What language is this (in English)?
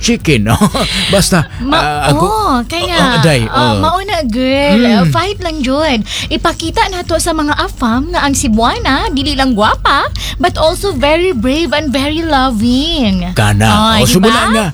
Cebuano